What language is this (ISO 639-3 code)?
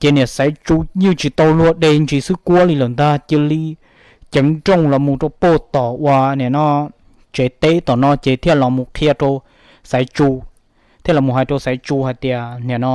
hmn